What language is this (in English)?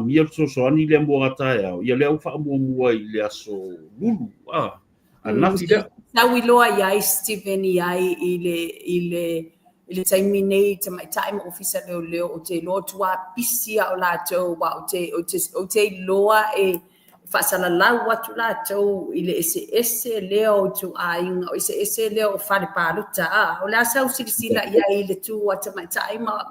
Samoan